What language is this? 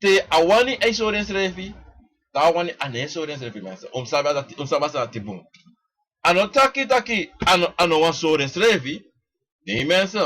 Sranan Tongo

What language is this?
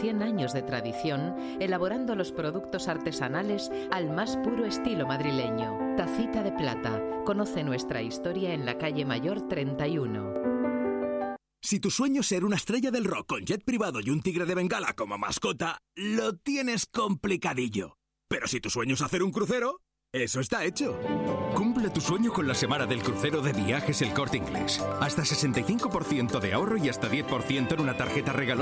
Spanish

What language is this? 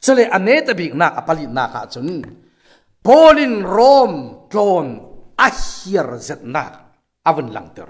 Falam Chin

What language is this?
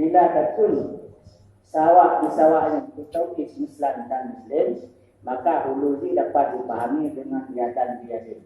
Achinese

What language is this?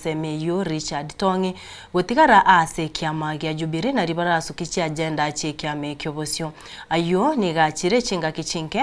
Gusii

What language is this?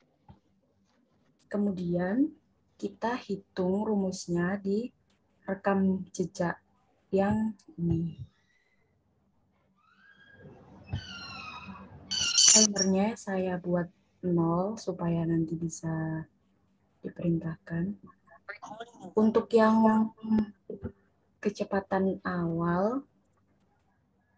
Indonesian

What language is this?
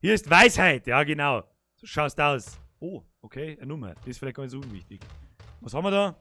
Bavarian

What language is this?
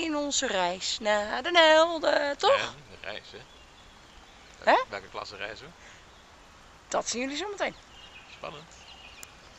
Dutch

